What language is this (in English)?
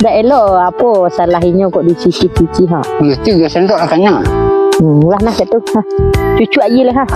Minangkabau